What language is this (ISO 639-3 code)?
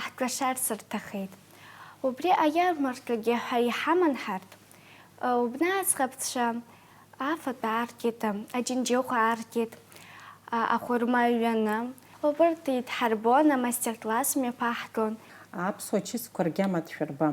abk